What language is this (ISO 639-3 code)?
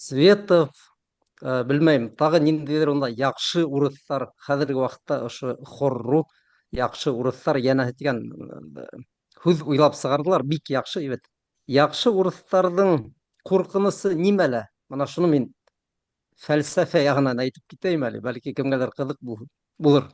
bak